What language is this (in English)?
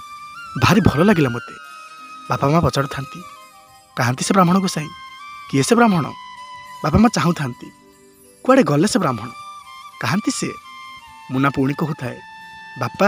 Odia